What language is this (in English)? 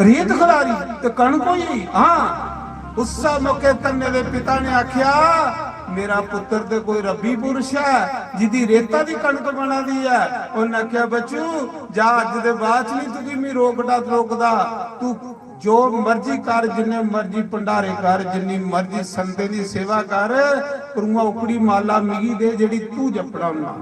Dogri